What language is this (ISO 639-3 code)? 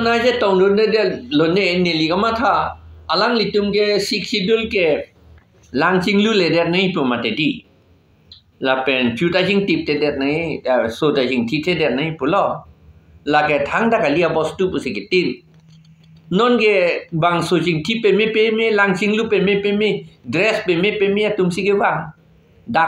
mjw